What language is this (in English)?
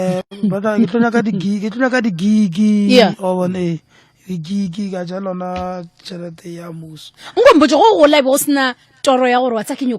Northern Sotho